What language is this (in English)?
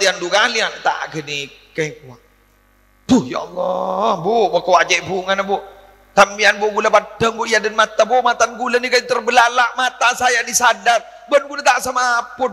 Madurese